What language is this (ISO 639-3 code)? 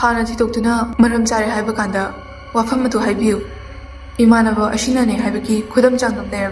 mni